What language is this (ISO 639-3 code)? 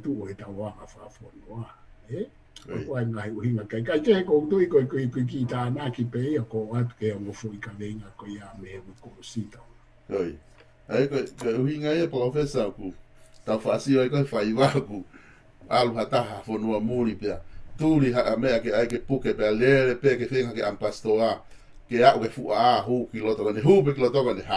ton